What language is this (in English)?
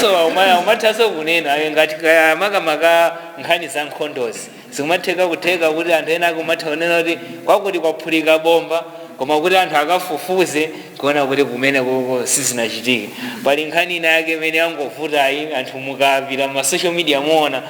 Nyanja